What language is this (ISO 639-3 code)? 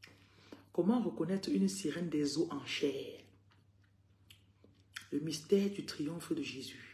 fra